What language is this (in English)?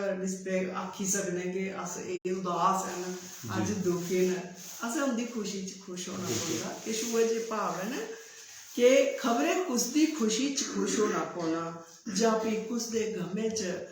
Dogri